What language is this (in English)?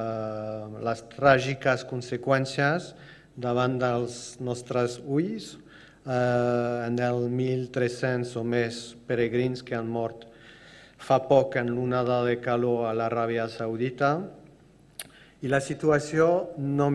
Catalan